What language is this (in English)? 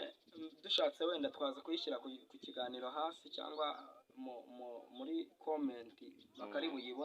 Kinyarwanda